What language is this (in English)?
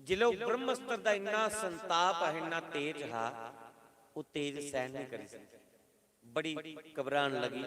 Dogri